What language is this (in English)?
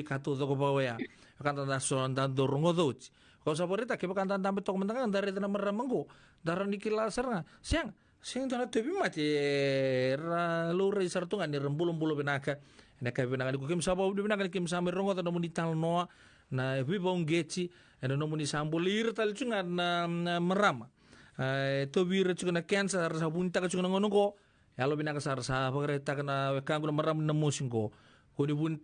Fijian